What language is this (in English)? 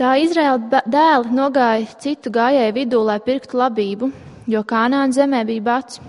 Latvian